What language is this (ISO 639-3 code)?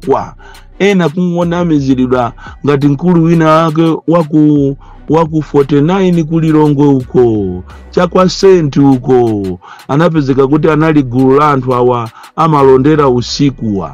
nya